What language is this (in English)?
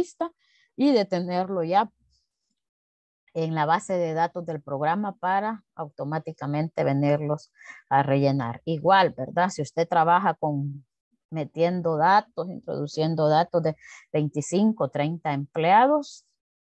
Spanish